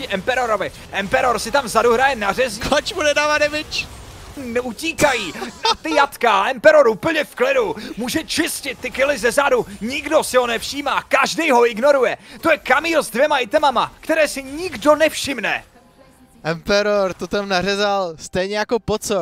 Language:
Czech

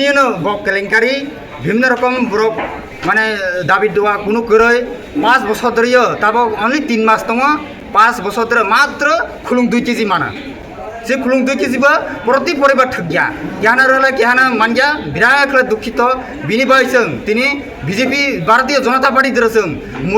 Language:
Kok Borok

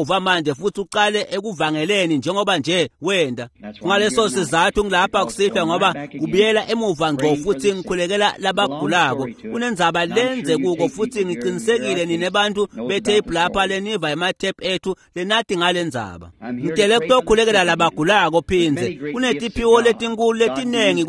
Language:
Swati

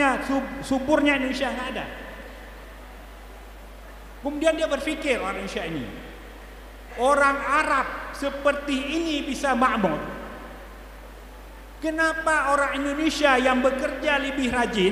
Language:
Indonesian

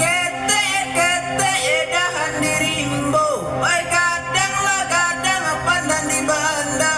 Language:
Minangkabau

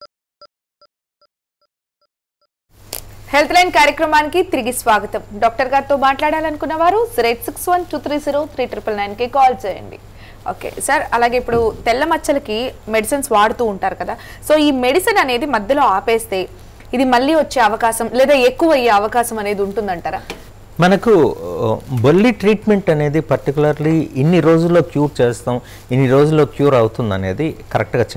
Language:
Telugu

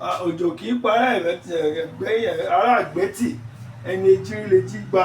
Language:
Yoruba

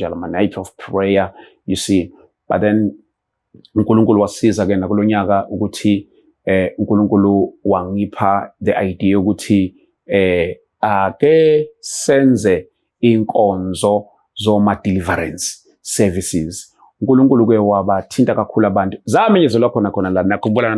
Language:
Zulu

